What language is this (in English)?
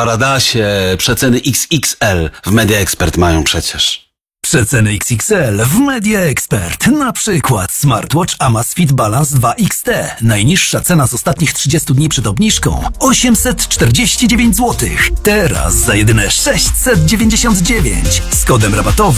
Polish